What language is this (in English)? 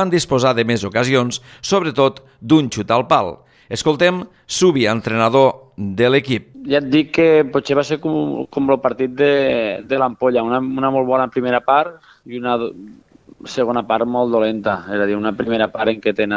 Catalan